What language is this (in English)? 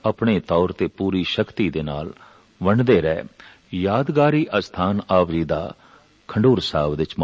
Punjabi